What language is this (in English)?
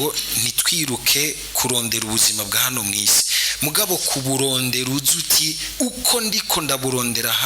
Rundi